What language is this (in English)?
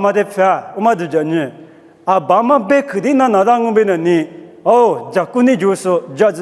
Lisu